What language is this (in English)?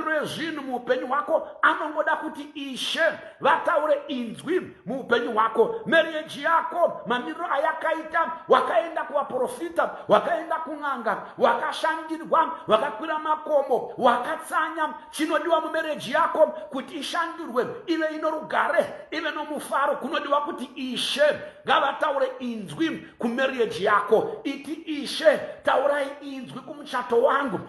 Shona